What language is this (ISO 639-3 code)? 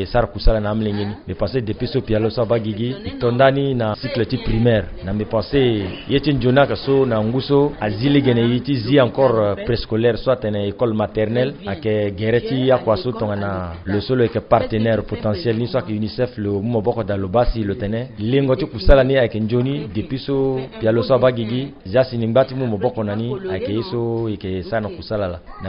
sag